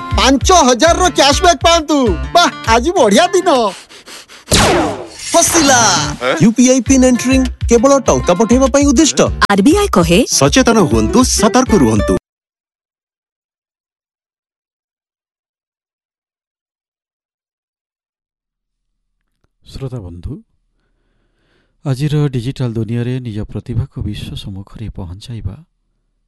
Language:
Odia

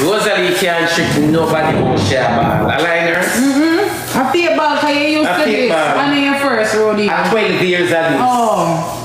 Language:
Jamaican Creole English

